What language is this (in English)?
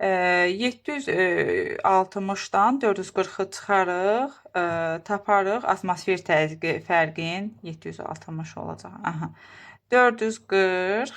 Azerbaijani